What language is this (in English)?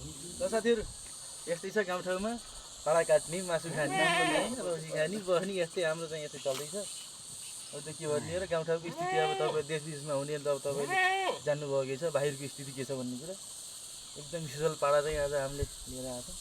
Nepali